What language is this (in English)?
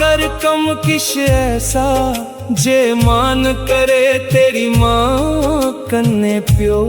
Dogri